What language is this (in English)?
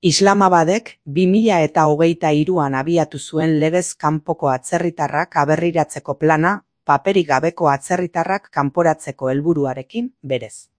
Basque